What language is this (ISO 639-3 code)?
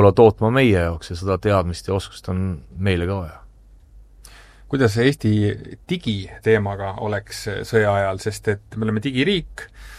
est